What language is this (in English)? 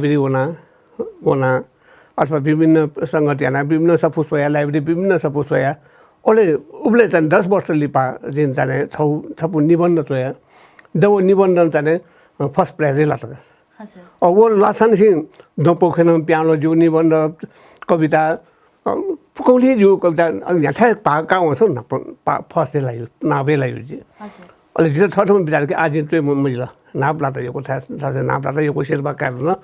Newari